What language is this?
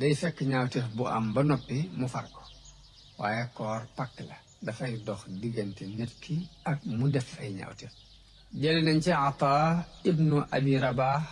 Wolof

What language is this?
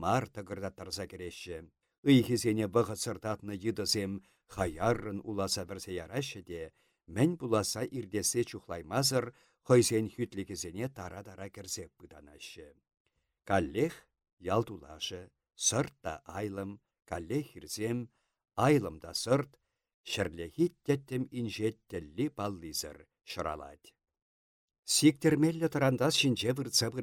Chuvash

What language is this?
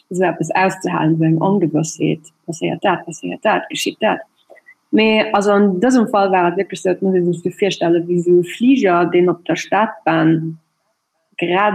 Luxembourgish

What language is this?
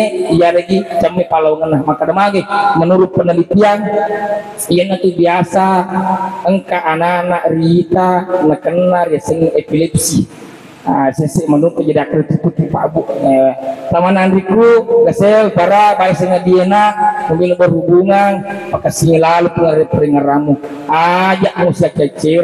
Buginese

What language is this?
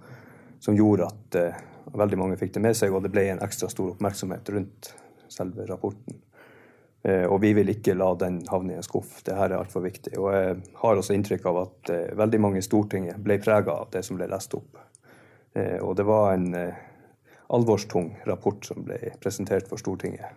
Norwegian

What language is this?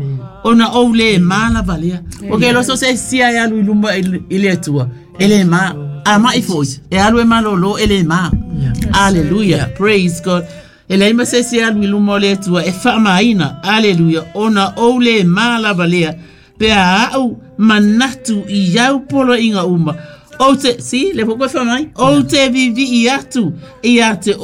Samoan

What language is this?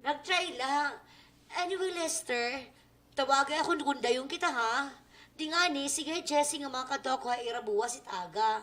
Waray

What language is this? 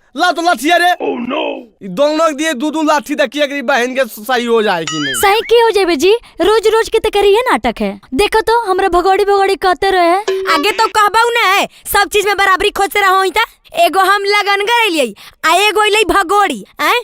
Magahi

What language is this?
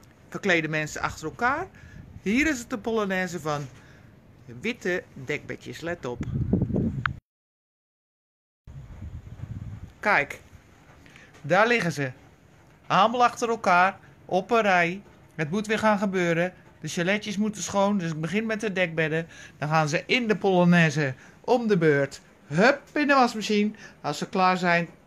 Dutch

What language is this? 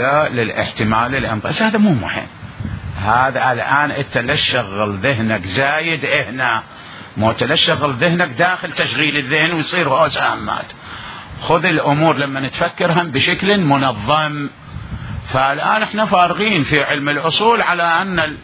Mesopotamian Arabic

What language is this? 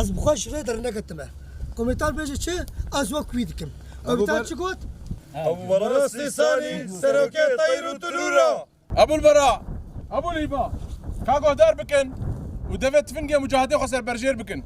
Kurdish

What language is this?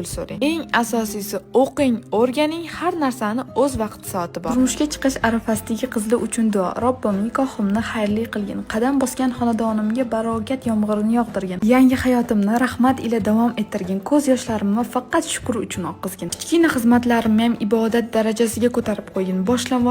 Uzbek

